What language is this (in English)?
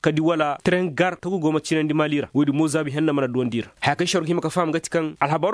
Koyraboro Senni